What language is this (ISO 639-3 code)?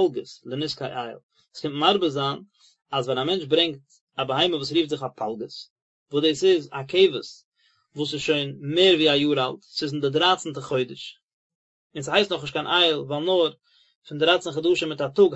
yid